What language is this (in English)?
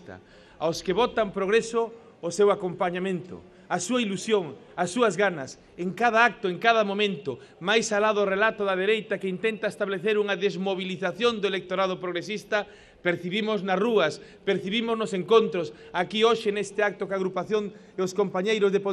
Galician